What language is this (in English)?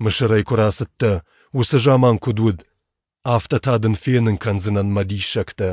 Ossetic